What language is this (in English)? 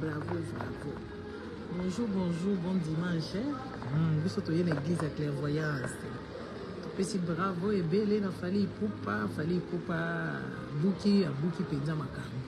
Lingala